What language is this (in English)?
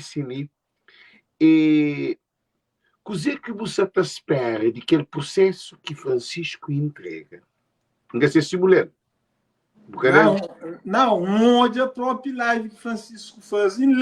Kabuverdianu